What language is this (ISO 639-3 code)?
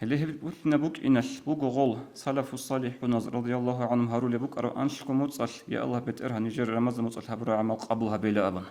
ava